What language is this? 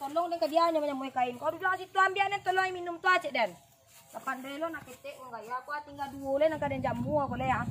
Minangkabau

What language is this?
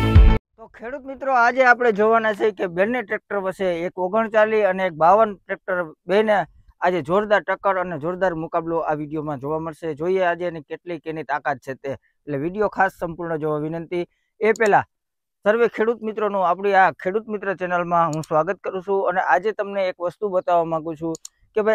Gujarati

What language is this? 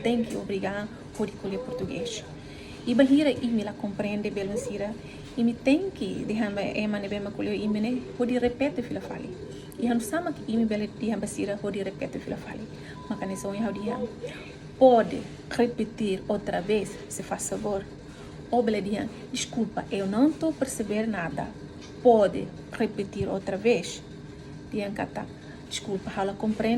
Tetum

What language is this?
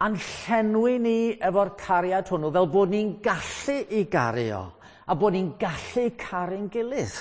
Welsh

